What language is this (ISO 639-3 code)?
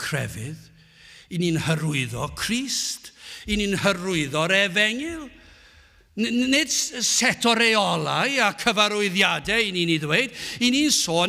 cym